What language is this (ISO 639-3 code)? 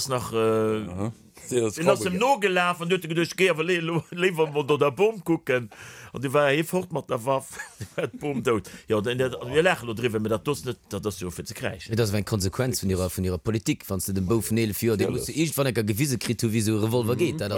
ltz